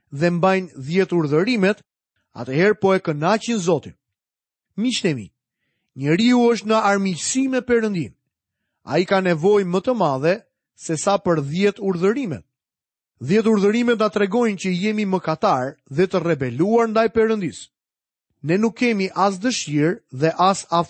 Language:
Albanian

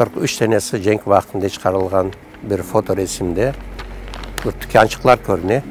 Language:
Crimean Tatar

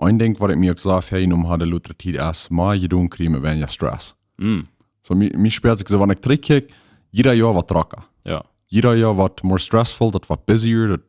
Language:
Plautdietsch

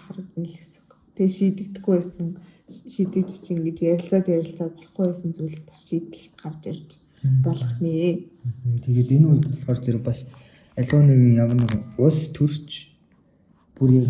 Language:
Mongolian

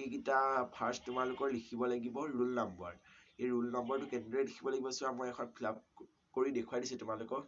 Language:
Assamese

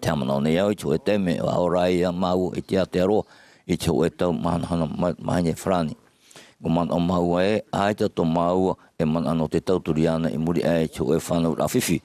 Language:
Tahitian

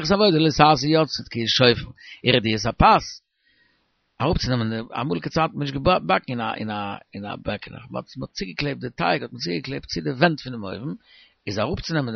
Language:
Yiddish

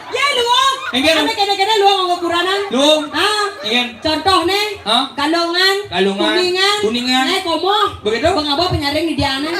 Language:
Balinese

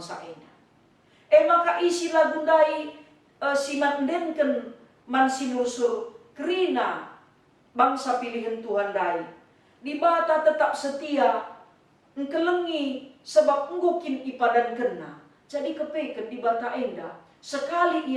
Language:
Batak Karo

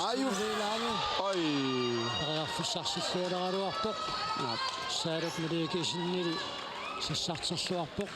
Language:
Kalaallisut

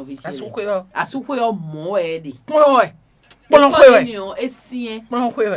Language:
Fon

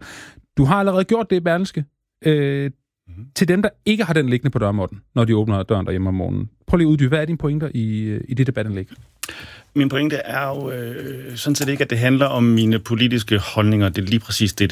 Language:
Danish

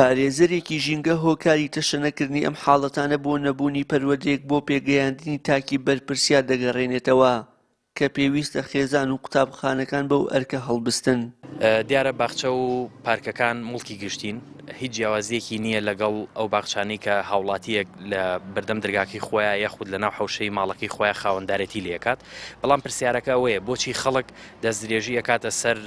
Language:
Central Kurdish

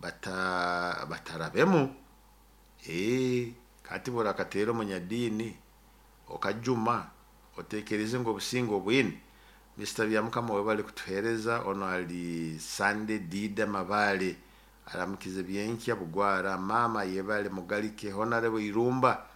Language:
Nyoro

